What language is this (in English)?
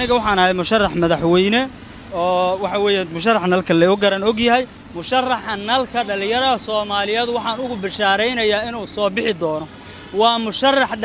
Somali